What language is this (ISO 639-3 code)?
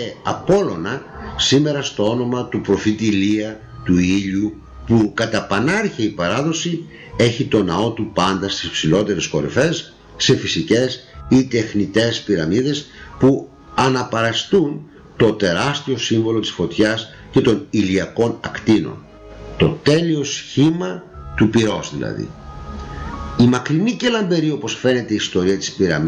ell